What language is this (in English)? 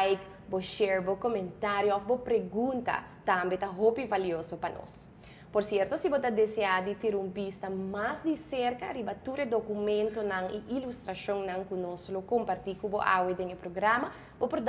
Papiamento